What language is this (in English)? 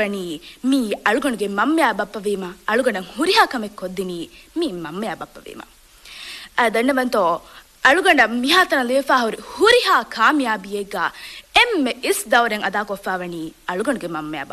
Divehi